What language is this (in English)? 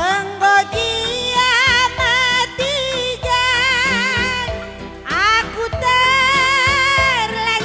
Batak Karo